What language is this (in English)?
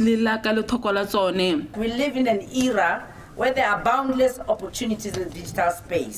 Tswana